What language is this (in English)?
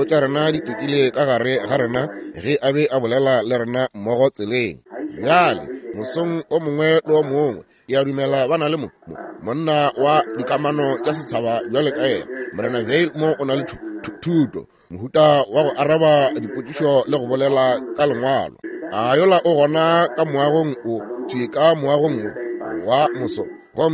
Northern Sotho